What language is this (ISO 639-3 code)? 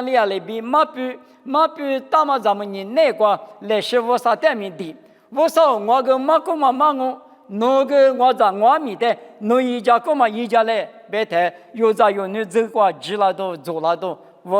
lis